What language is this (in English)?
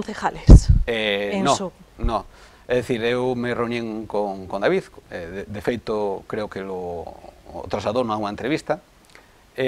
Galician